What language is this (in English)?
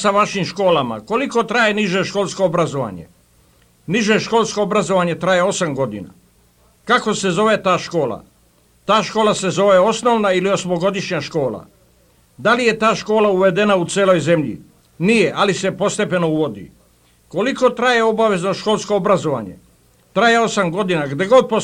Serbian